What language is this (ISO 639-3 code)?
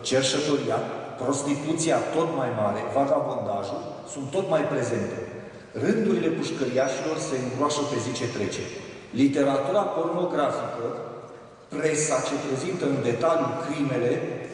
ron